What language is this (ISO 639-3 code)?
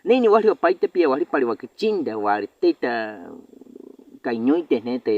bwi